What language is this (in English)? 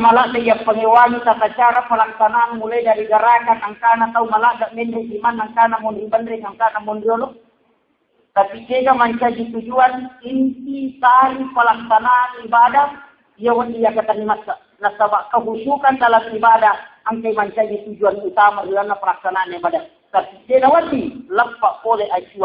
Buginese